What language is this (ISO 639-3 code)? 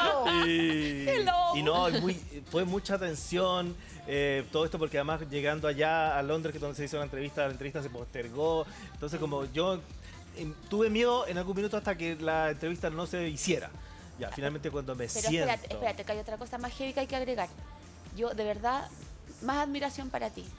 spa